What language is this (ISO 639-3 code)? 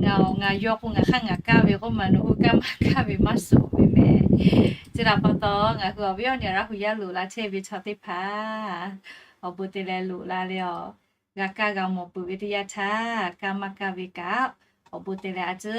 lhu